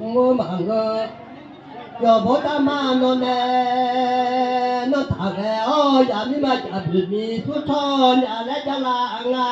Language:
Akha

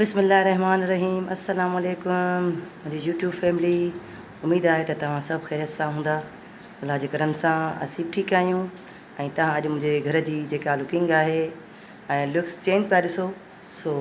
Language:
Sindhi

